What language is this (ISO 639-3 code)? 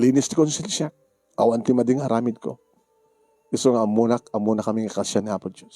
ilo